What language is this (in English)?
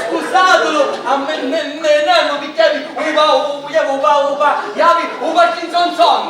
Sicilian